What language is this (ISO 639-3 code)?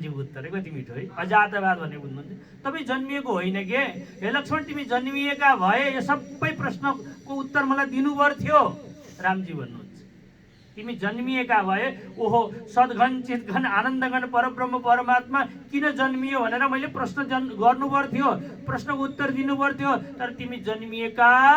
nep